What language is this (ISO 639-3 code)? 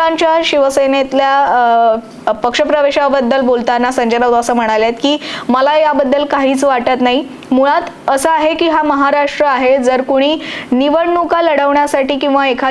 mar